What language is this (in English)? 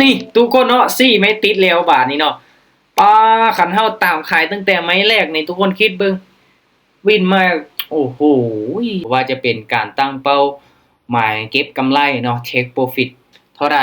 Lao